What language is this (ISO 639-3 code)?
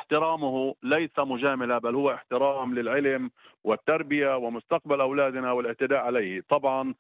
ara